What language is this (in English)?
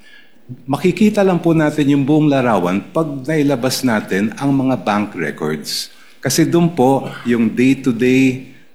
Filipino